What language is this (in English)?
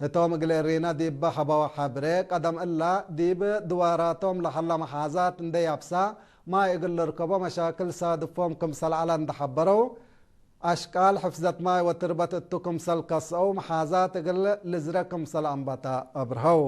Tigre